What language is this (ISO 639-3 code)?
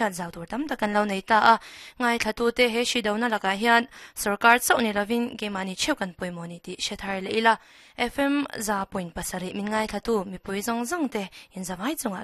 lus